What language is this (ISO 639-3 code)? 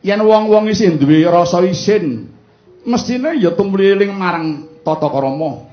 jav